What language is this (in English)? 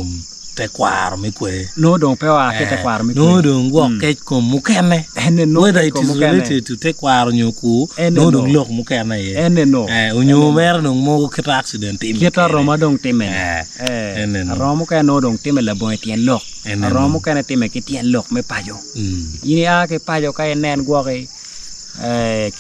Acoli